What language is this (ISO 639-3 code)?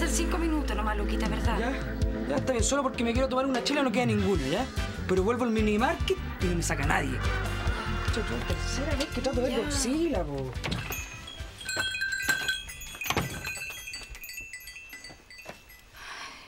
spa